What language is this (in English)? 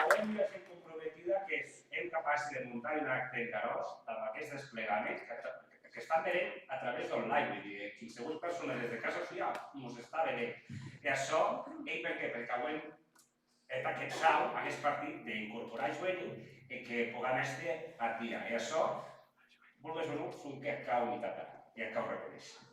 Occitan